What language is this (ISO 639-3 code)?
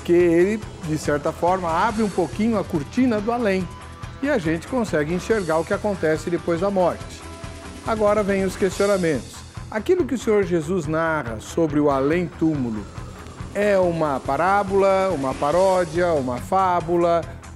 por